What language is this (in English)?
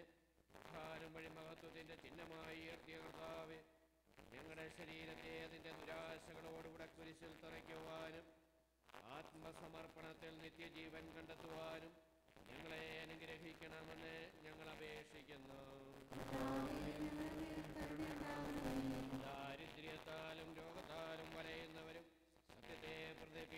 Malayalam